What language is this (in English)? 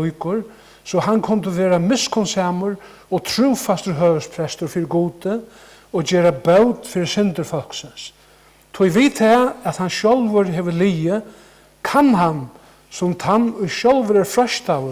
Faroese